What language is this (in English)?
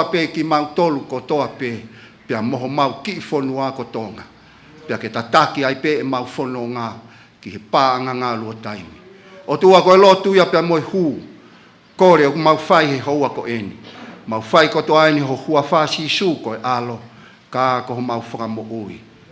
Tongan